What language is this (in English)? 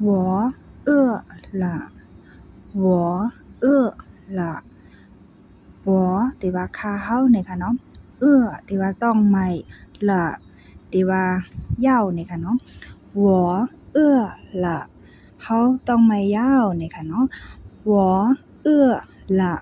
Shan